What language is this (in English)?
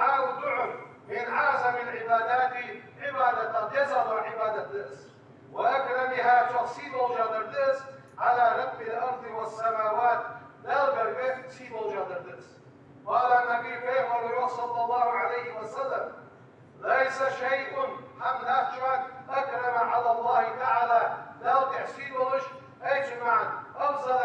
Ingush